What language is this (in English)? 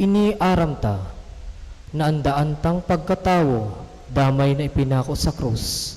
Bikol